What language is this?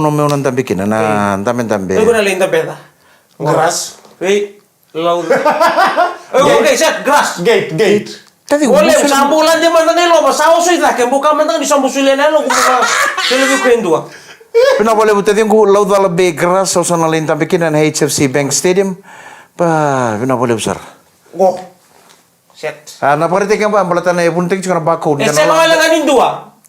Fijian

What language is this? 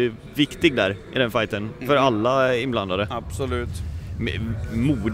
Swedish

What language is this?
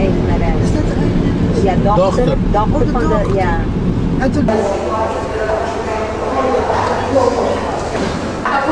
Dutch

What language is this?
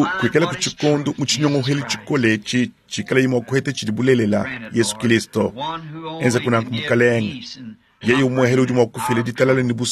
Luba-Lulua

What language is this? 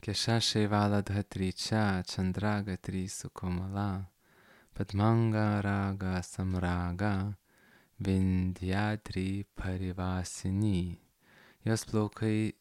Lithuanian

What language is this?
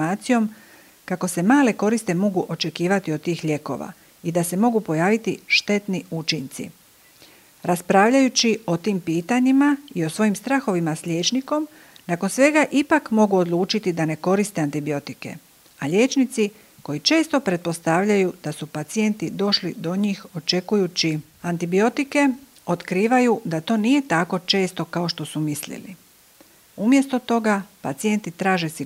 Croatian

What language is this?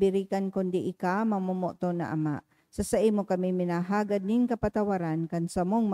Bikol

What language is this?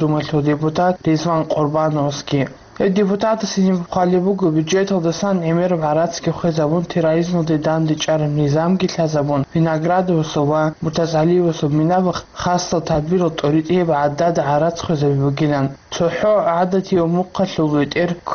Avaric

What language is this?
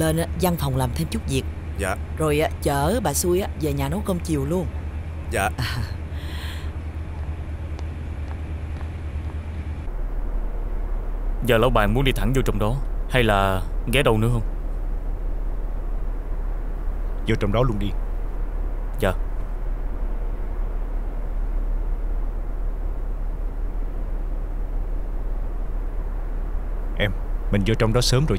Vietnamese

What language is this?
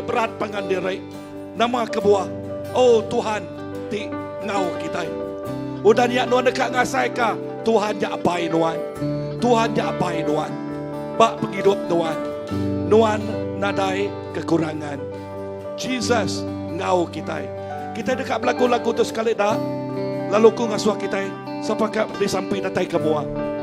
Iban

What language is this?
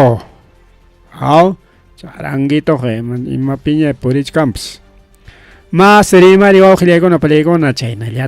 Ayacucho Quechua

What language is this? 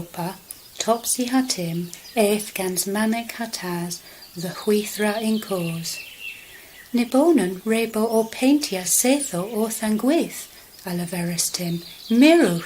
Cornish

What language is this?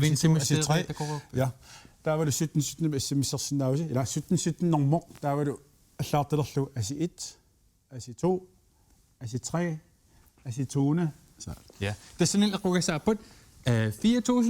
Kalaallisut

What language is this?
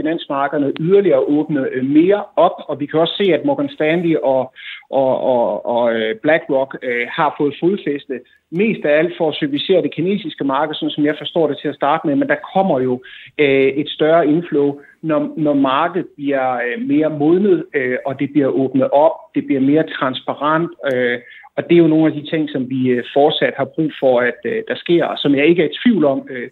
Danish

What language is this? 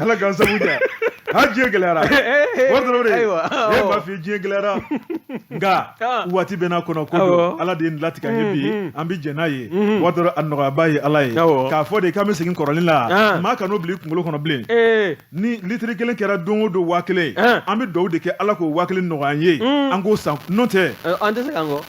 Bambara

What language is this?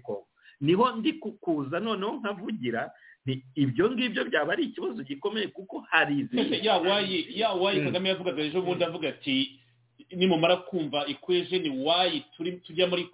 Kinyarwanda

